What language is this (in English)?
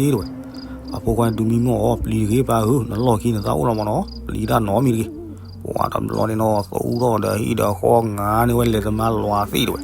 S'gaw Karen